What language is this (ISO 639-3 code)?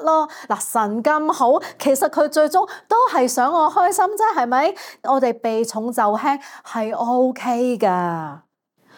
yue